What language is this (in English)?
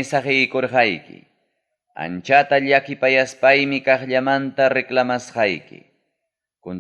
Ayacucho Quechua